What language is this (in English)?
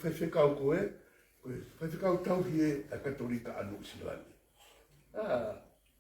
Tongan